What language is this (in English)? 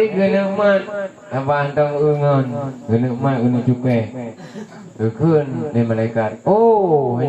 Achinese